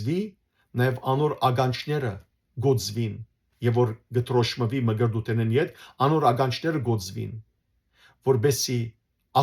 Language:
Western Armenian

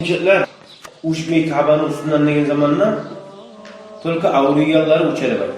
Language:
Kumyk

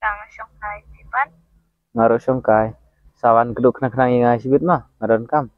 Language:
Khasi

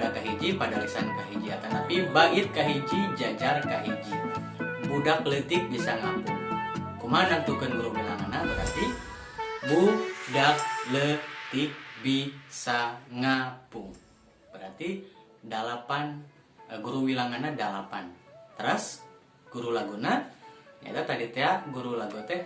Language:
Sundanese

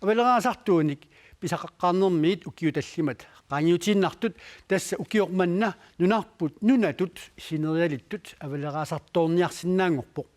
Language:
Kalaallisut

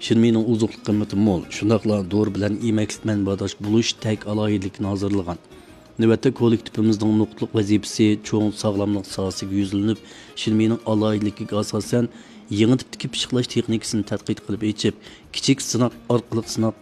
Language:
Uyghur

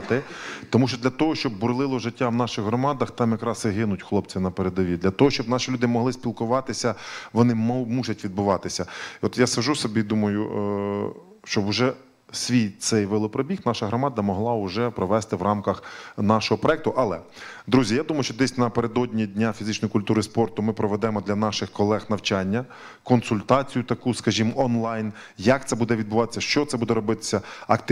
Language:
Ukrainian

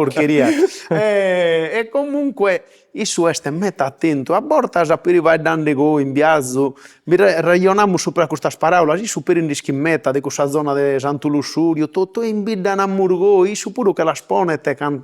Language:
Sardinian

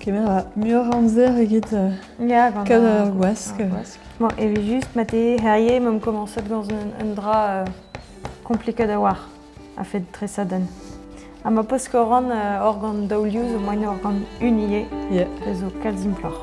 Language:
Breton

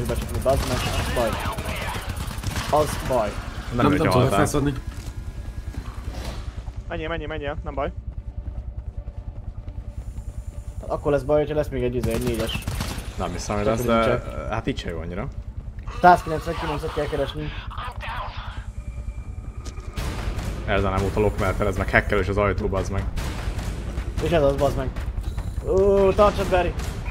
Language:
Hungarian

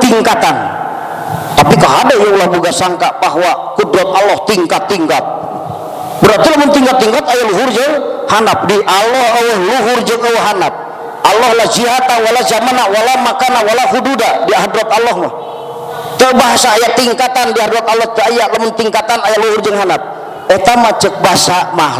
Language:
Sundanese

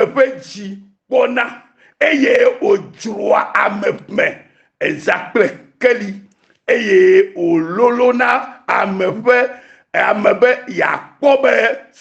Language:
Ewe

